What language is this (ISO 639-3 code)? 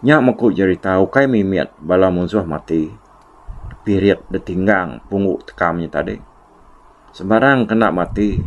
iba